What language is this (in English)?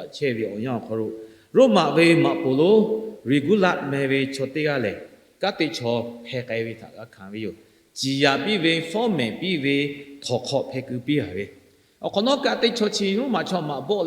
Lahu